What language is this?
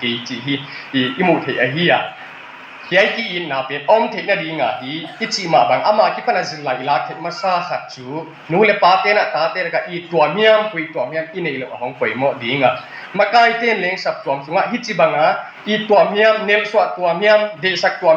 Tedim Chin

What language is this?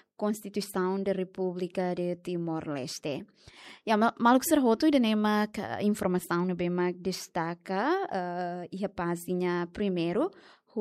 Tetum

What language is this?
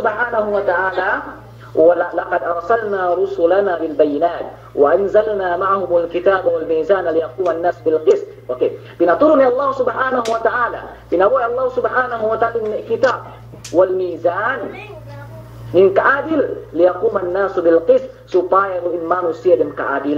Yakan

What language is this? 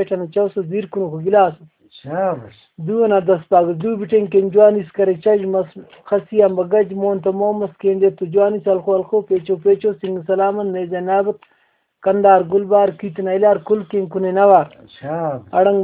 Brahui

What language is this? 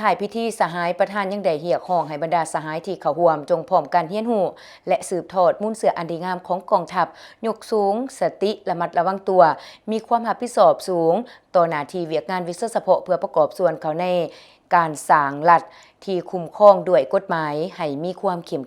Lao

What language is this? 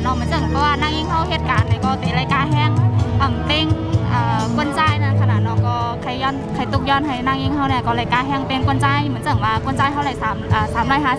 Shan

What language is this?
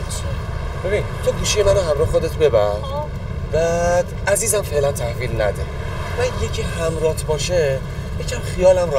Persian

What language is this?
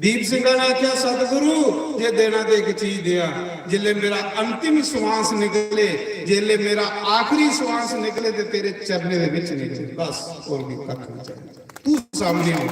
Dogri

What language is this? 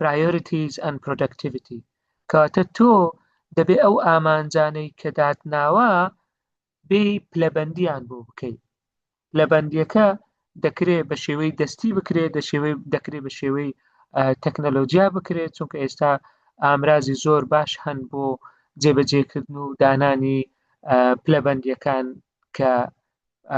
Central Kurdish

